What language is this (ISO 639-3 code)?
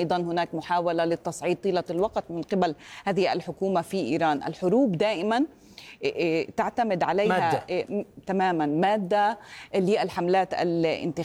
ara